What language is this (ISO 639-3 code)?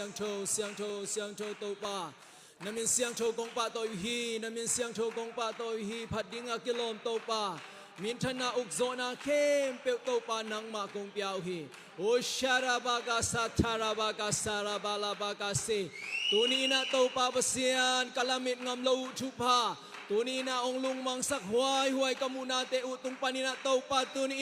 ctd